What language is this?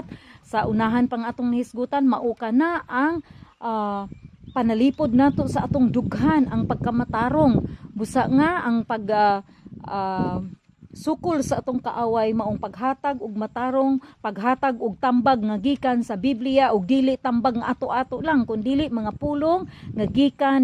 Cebuano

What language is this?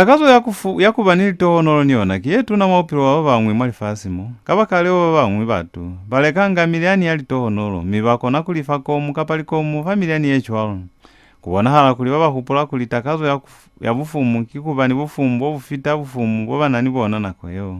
Lozi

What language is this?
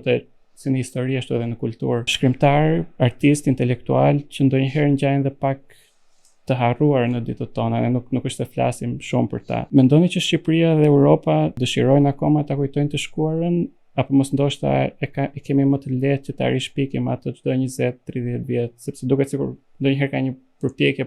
Albanian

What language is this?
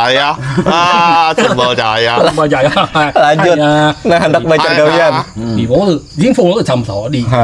Banjar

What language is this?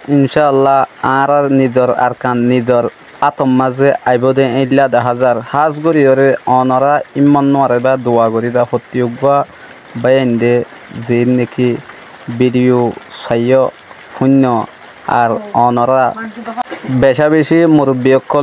Rohingya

